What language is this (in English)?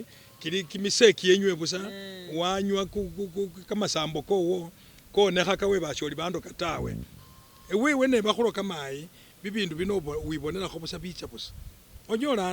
Masaaba